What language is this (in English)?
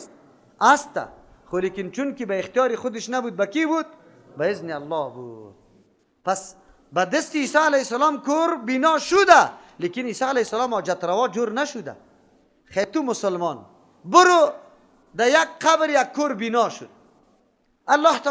Persian